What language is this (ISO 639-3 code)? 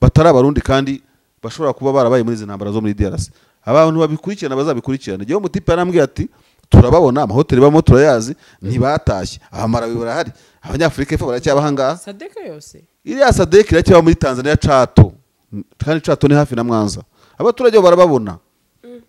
kin